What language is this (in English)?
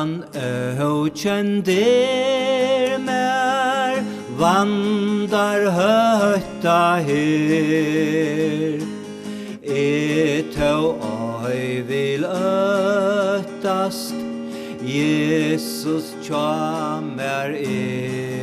Faroese